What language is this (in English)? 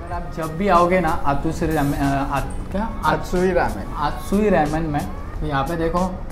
Hindi